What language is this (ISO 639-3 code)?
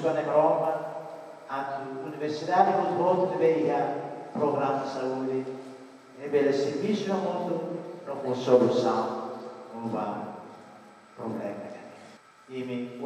tet